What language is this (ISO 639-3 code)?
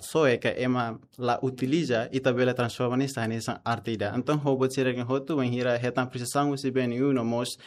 tet